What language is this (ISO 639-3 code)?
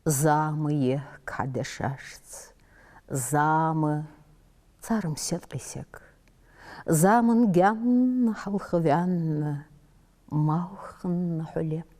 inh